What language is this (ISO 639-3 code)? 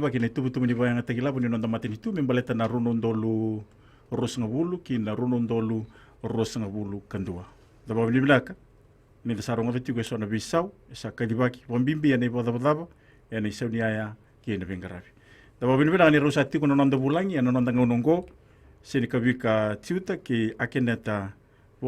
fij